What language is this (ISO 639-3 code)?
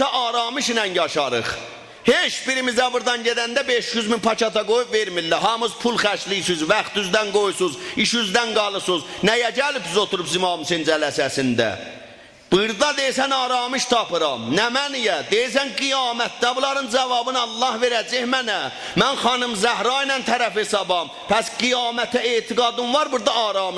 azb